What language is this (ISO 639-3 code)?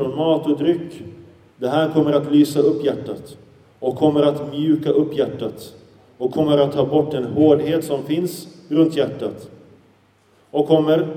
swe